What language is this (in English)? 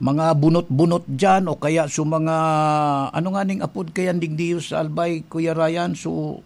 Bikol